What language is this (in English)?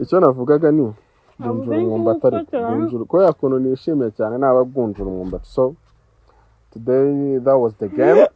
Kinyarwanda